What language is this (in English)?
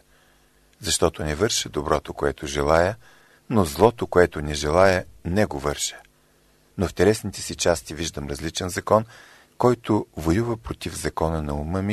Bulgarian